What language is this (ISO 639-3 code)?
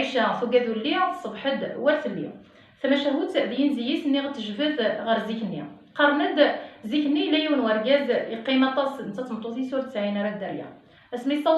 kab